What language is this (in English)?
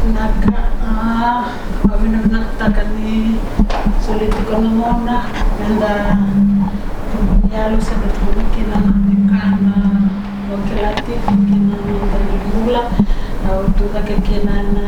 Fijian